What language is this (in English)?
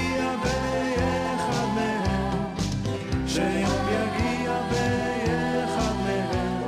Hebrew